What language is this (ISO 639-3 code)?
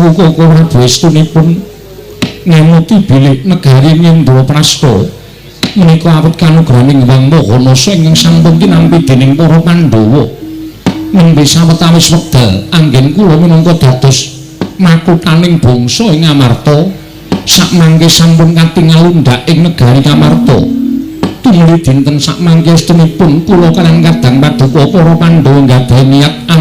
jav